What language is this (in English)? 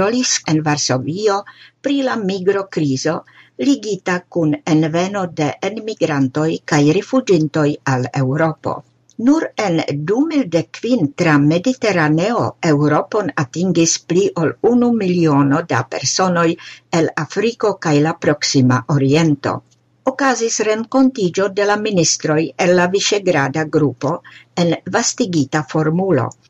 Esperanto